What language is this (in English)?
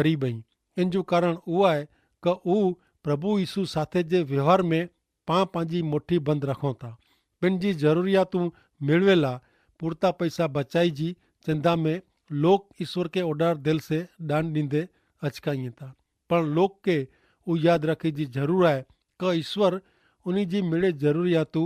Kachhi